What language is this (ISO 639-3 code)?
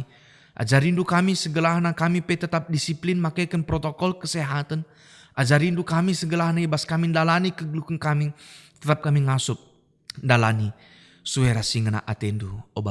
btx